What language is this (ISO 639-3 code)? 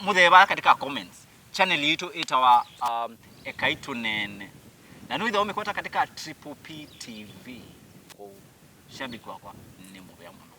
kam